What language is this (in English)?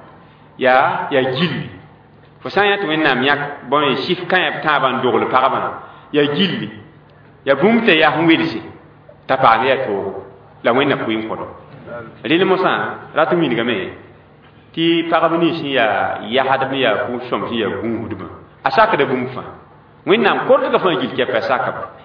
Mossi